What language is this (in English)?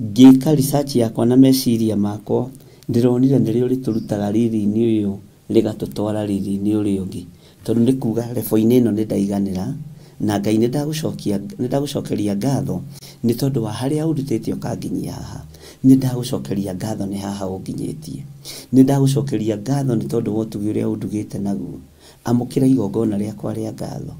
Kikuyu